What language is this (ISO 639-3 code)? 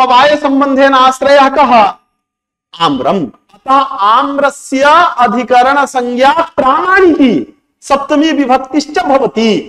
san